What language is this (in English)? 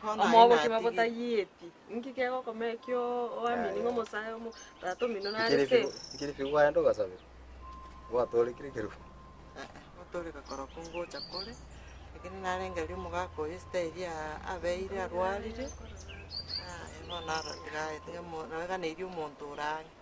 Gusii